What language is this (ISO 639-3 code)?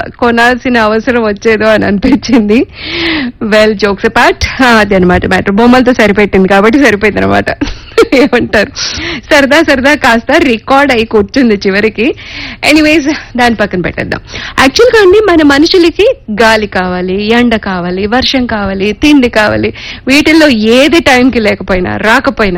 tel